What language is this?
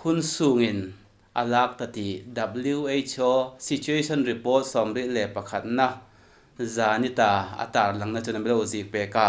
Hmar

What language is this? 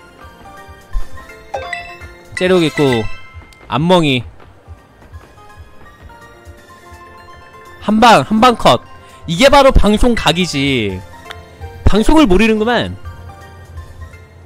Korean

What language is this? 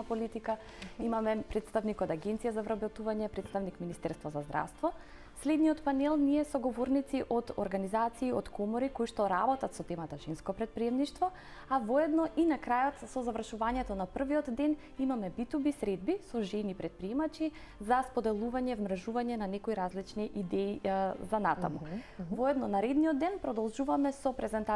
Macedonian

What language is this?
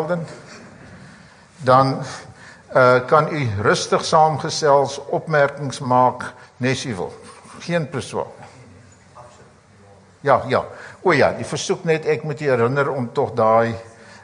Afrikaans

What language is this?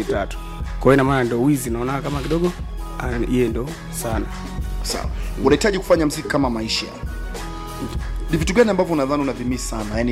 Swahili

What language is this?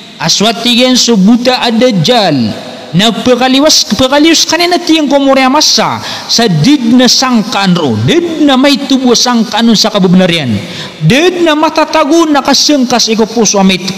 Maranao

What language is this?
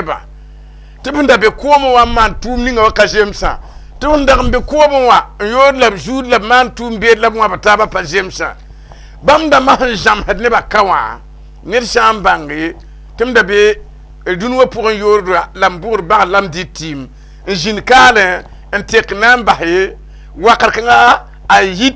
Mossi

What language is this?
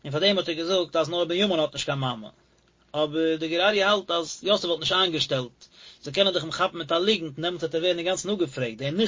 Yiddish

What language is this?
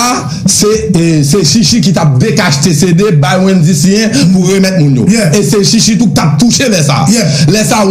Haitian Creole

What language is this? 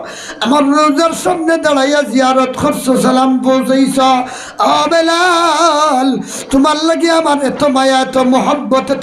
Sylheti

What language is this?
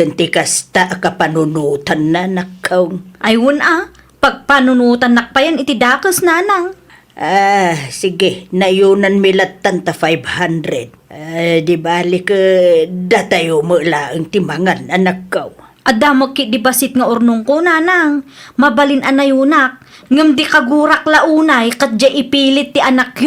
Iloko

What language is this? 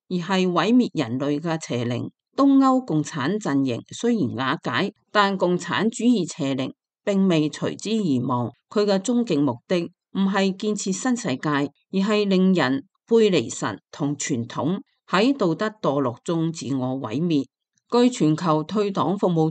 Cantonese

